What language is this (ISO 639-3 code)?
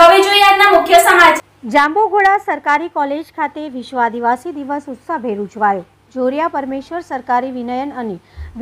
guj